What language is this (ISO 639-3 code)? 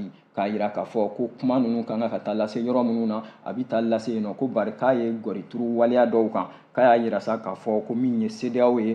bam